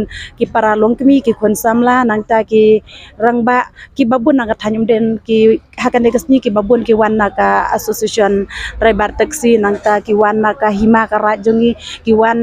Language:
Khasi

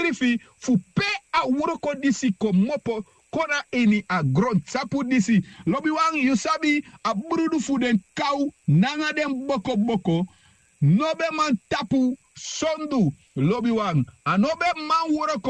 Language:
Sranan Tongo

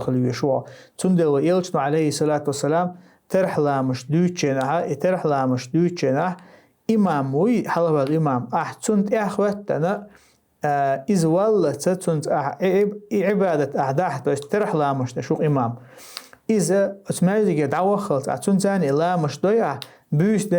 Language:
Chechen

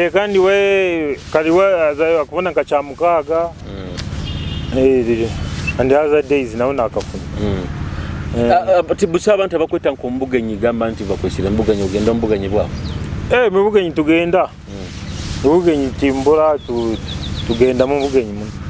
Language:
Nyoro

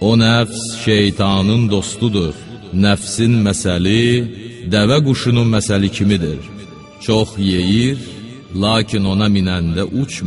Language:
Azerbaijani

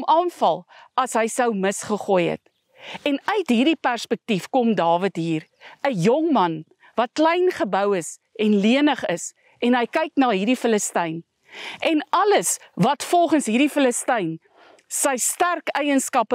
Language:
Afrikaans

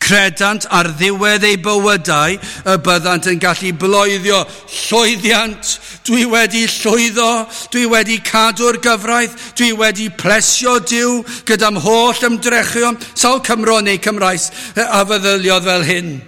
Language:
Welsh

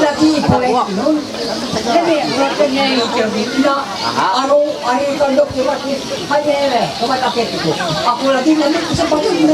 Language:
Ma'anyan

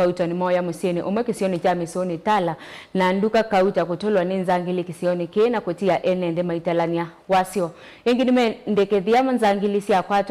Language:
Kamba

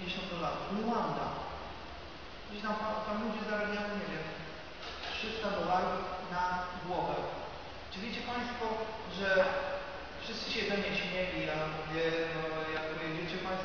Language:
Polish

